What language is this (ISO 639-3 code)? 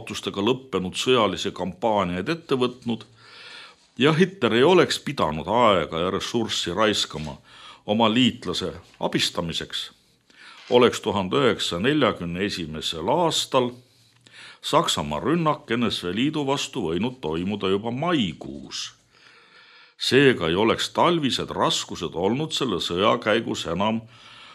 est